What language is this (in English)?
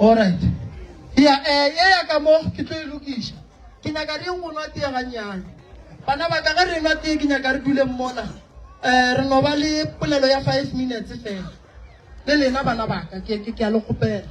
Northern Sotho